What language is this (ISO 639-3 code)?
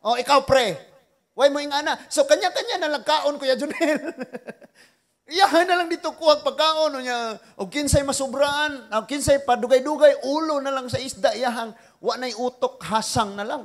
ceb